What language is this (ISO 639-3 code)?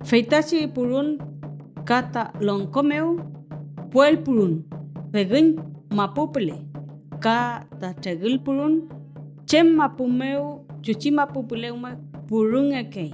arn